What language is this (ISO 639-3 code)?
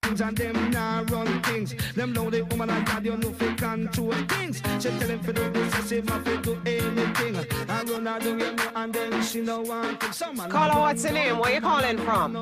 jam